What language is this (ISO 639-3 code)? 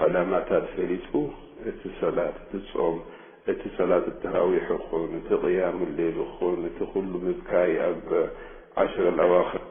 tir